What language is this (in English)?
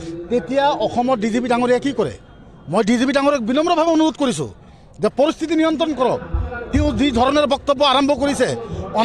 Assamese